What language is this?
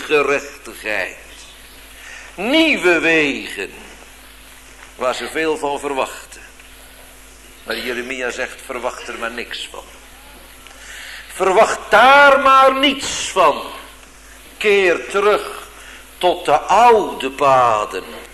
Dutch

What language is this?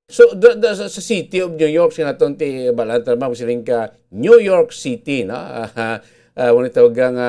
Hiligaynon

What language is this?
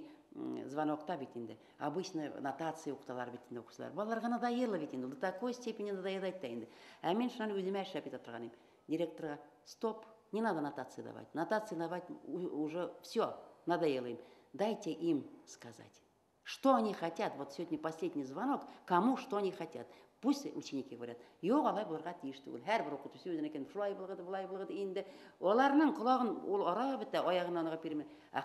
Bashkir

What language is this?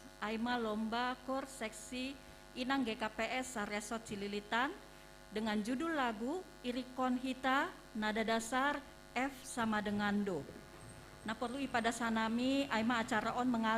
Batak Simalungun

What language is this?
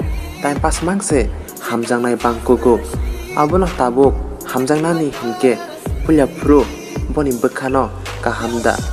Kok Borok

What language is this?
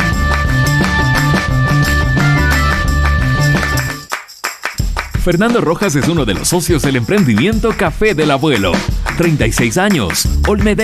Spanish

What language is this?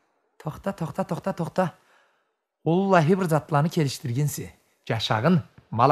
Karachay-Balkar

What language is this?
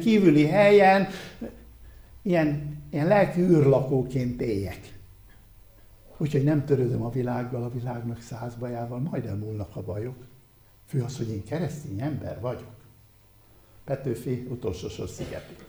Hungarian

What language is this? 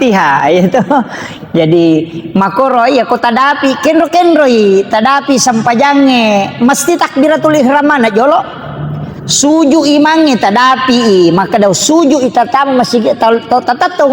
Buginese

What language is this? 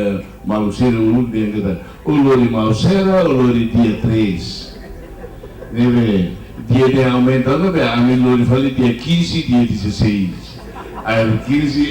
Tetum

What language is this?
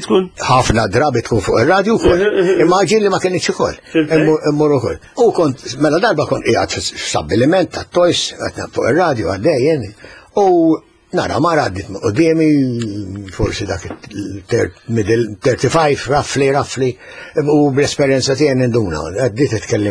Maltese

